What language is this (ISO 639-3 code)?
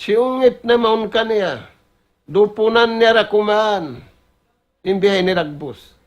tsg